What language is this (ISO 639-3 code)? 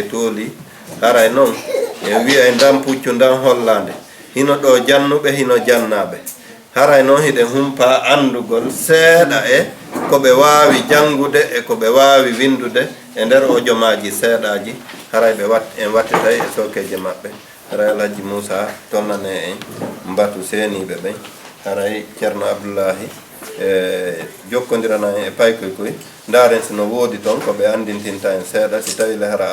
ful